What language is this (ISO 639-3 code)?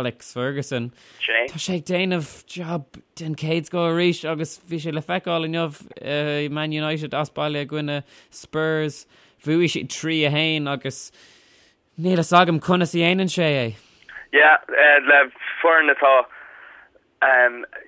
gle